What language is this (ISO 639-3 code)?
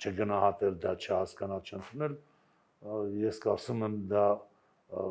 hye